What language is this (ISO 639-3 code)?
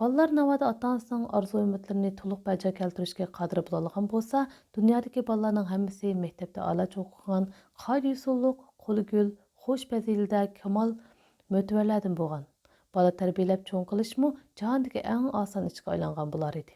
uig